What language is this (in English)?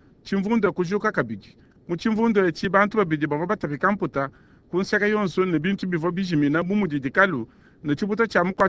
Luba-Lulua